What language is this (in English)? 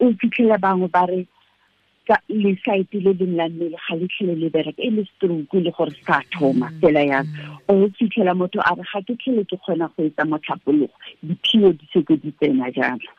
Tswana